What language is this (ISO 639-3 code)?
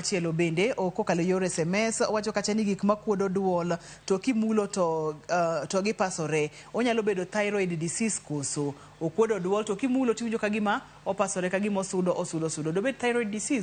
luo